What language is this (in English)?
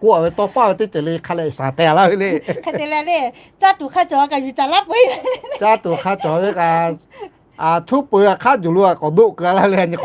Lahu